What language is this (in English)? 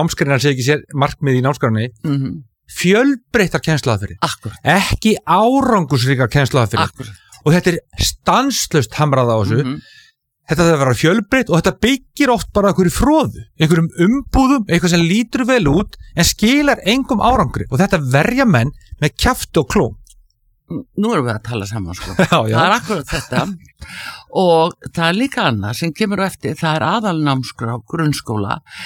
Icelandic